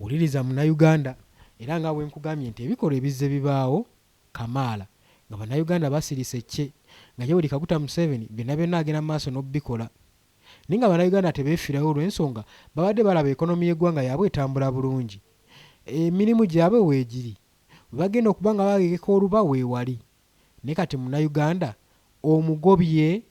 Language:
Ganda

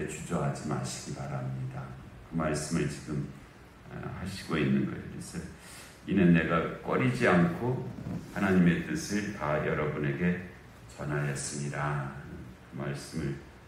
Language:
Korean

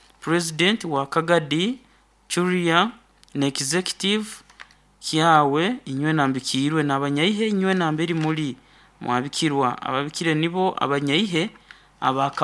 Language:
Nyankole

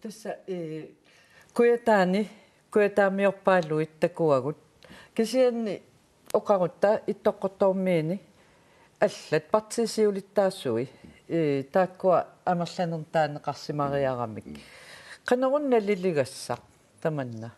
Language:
Kalaallisut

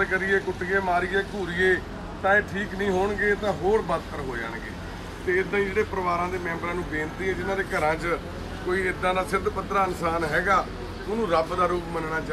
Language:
Punjabi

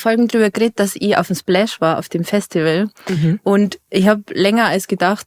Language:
Bavarian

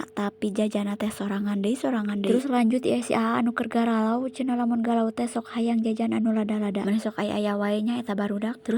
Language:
Sundanese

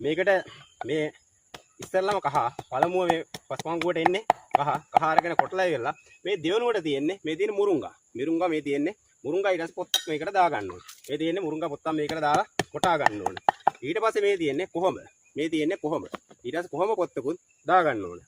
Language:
Sinhala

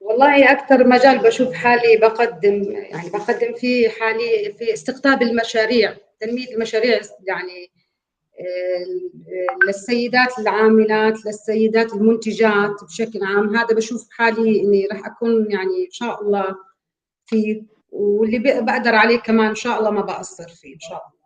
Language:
North Levantine Arabic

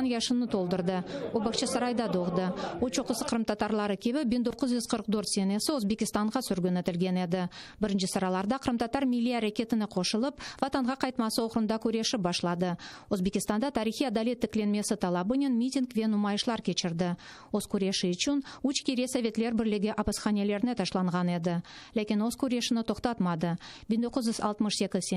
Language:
Crimean Tatar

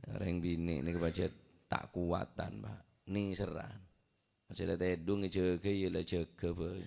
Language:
Madurese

